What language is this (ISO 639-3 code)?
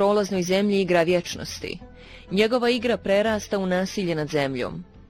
bos